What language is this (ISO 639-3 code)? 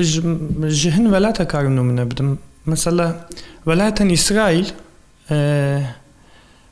kur